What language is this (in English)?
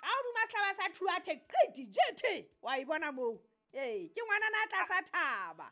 Southern Sotho